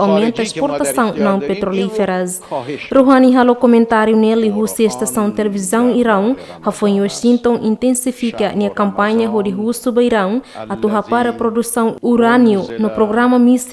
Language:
Tetum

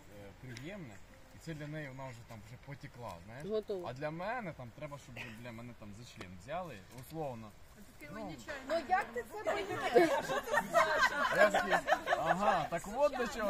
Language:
Ukrainian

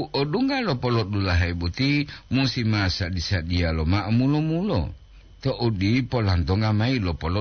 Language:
Gorontalo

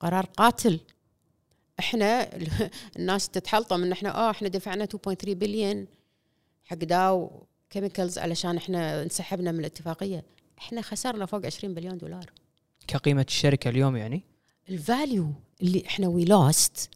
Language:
Gulf Arabic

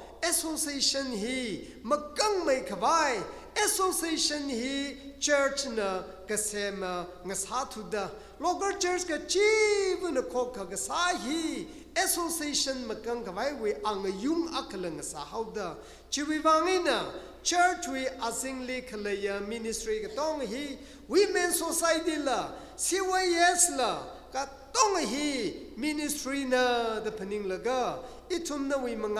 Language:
Tangkhul Naga (India)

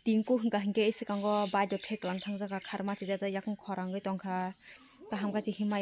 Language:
Kok Borok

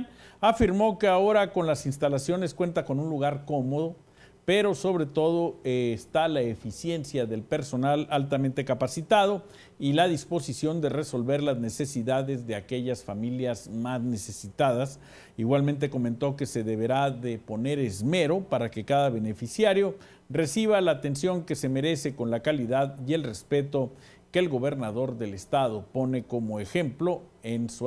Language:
Spanish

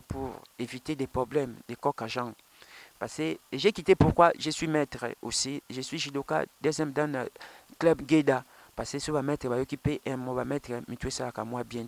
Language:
Lingala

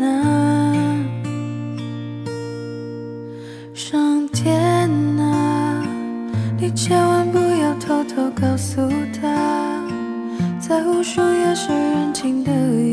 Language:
Chinese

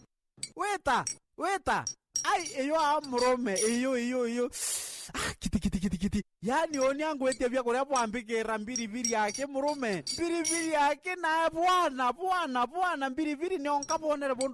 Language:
Meru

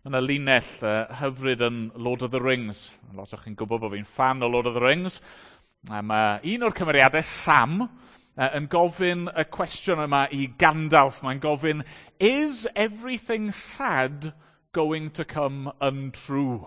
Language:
Welsh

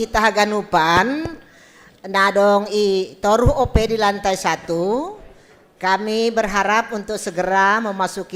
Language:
Batak Simalungun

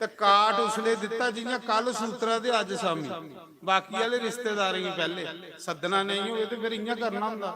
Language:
Dogri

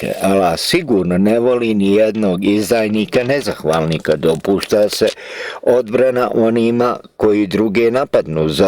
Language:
Bosnian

